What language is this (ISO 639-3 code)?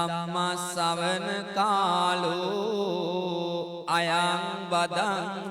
sin